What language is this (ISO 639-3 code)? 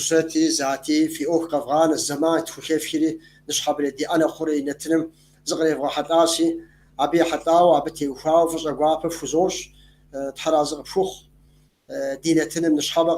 kbd